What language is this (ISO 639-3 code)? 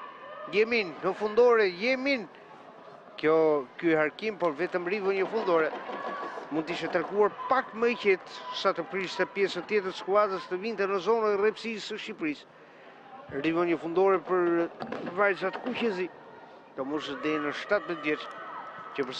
sqi